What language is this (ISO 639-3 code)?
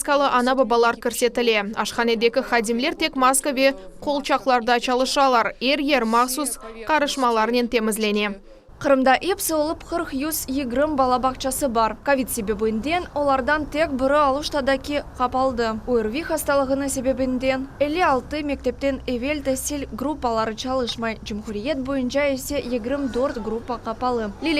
crh